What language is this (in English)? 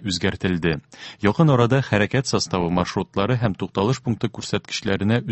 Tatar